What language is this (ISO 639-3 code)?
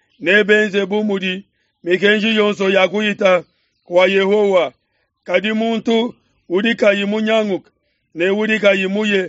lua